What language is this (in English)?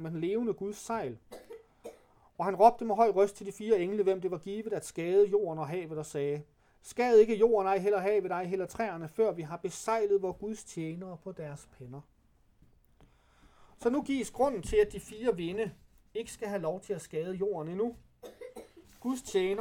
Danish